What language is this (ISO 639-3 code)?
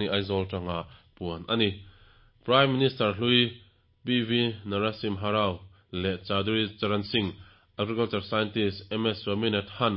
lus